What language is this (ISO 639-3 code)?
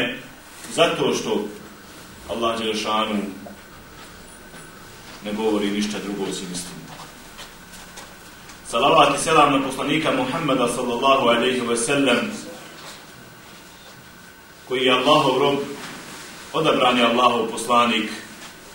bos